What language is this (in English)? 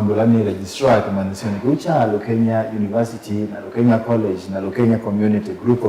Kamba